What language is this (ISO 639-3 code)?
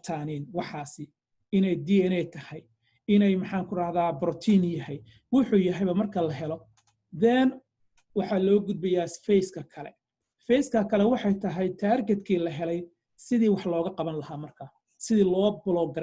som